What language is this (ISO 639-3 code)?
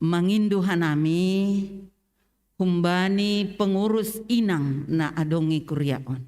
bts